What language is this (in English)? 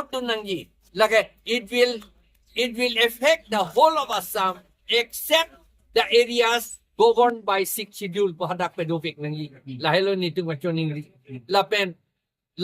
Karbi